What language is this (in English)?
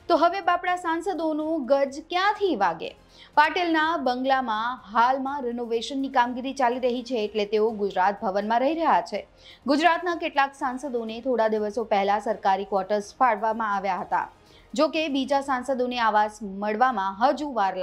Gujarati